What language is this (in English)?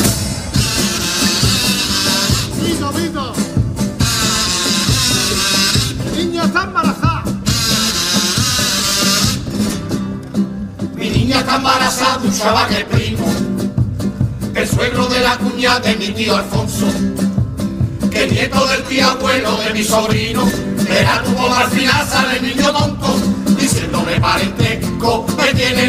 Spanish